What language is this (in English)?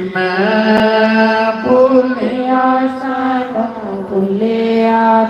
Dogri